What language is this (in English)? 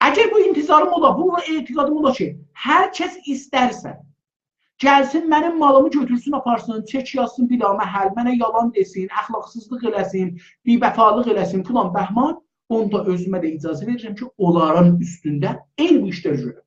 South Azerbaijani